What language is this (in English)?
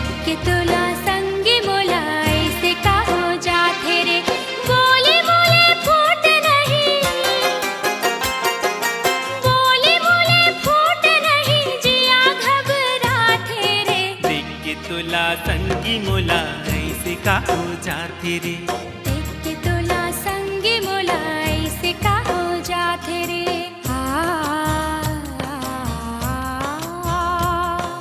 Chhattisgarhi